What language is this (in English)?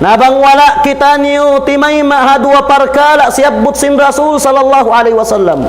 Tausug